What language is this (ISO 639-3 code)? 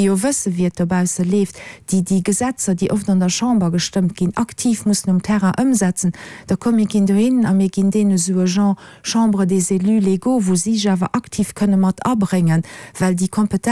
ltz